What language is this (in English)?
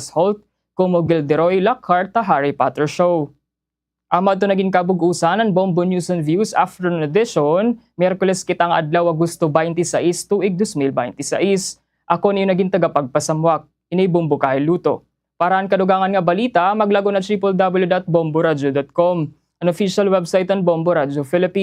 Waray